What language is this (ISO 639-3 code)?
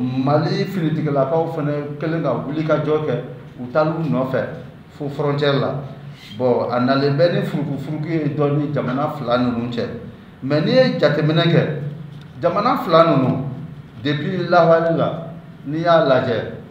bam